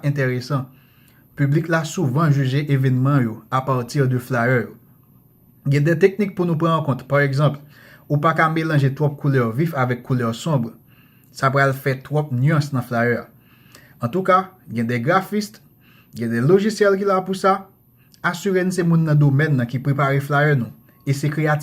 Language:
Haitian Creole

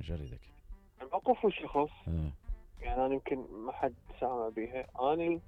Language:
Mesopotamian Arabic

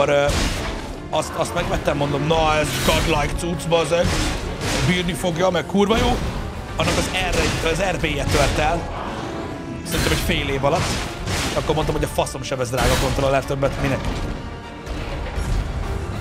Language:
Hungarian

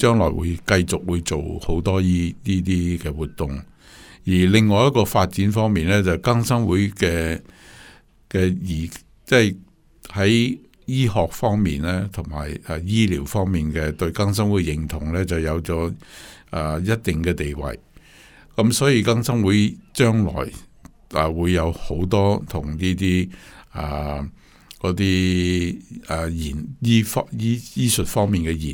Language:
Cantonese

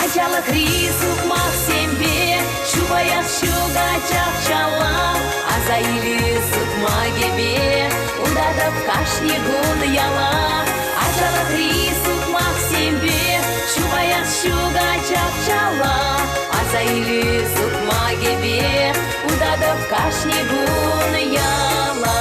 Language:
Chuvash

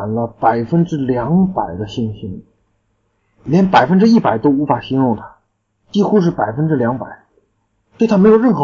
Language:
Chinese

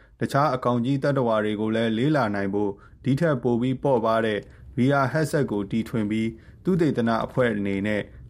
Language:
Burmese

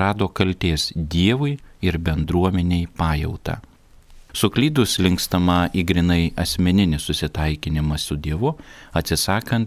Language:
Lithuanian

